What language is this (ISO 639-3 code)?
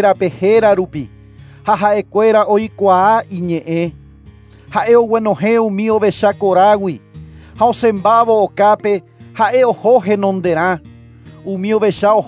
grn